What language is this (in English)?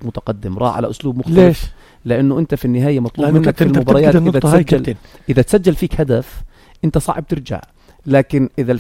North Levantine Arabic